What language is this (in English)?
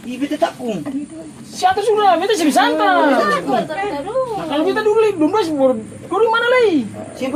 Ambonese Malay